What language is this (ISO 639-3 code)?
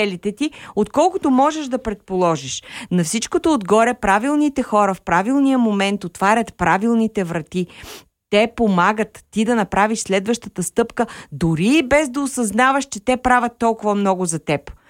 bul